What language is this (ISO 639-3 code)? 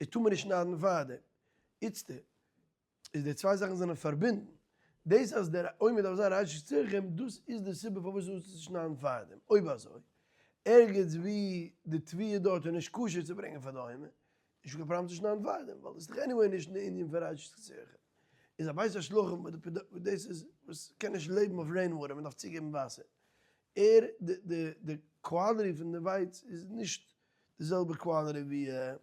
yid